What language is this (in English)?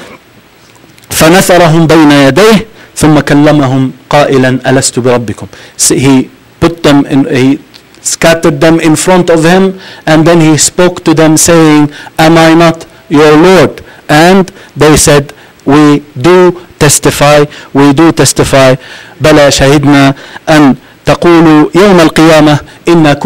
English